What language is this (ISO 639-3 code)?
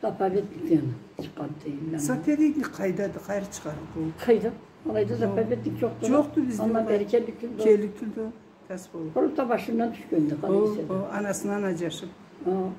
krc